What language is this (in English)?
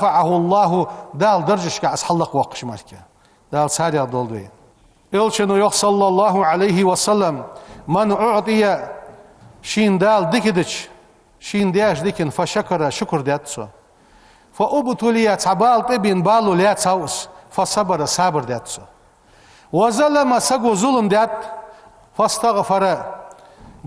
Ingush